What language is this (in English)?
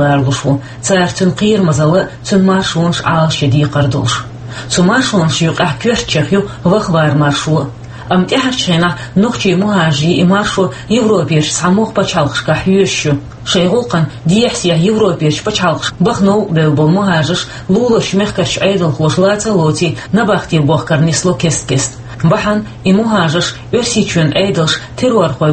Chechen